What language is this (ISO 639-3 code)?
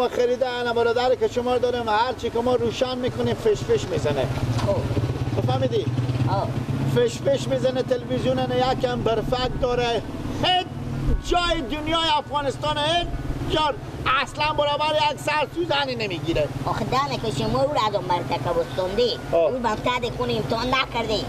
fas